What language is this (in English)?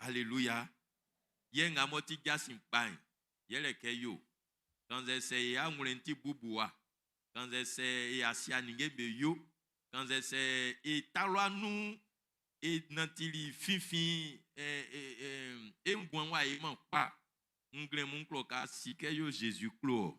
Baoulé